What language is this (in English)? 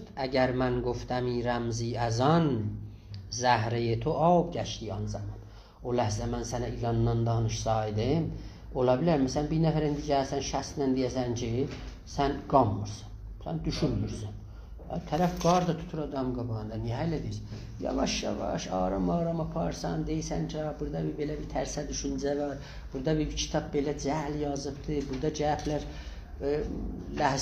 South Azerbaijani